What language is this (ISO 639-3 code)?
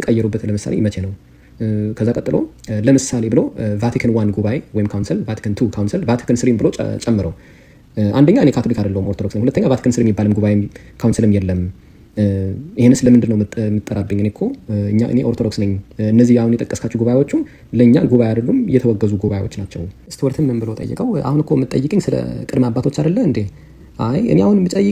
amh